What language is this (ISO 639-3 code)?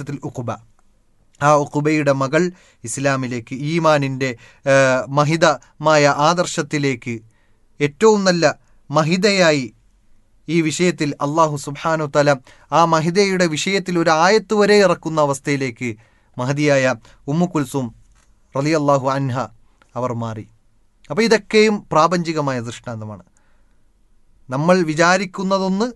mal